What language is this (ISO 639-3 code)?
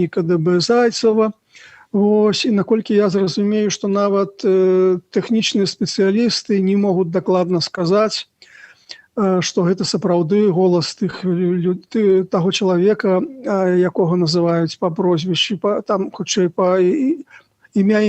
bel